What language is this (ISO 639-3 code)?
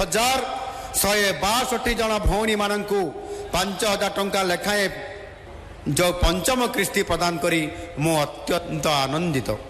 ori